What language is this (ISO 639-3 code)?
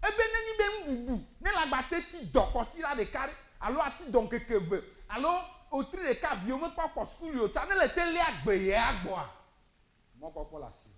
ewe